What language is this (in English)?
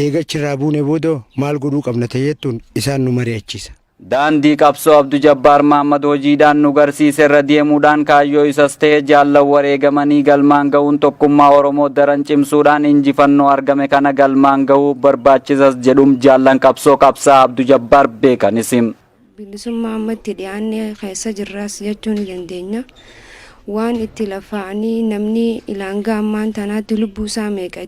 Oromo